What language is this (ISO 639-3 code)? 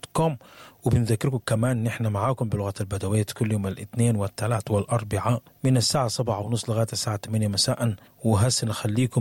apd